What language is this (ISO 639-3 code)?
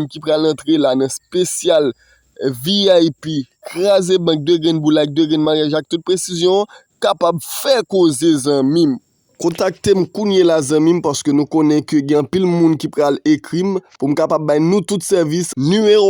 hat